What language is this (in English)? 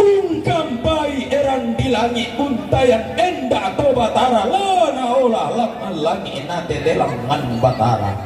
Toraja-Sa'dan